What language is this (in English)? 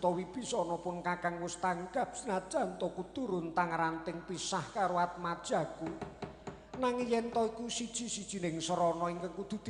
Javanese